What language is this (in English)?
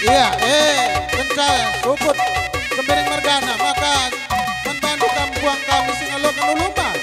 Batak Karo